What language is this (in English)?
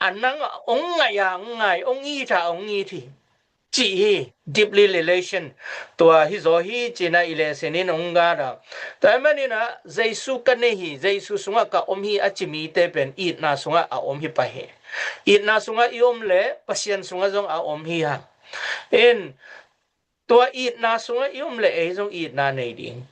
Tedim Chin